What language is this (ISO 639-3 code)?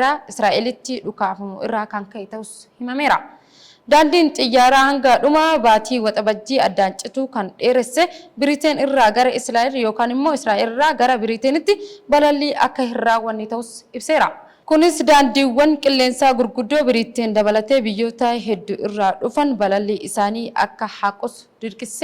orm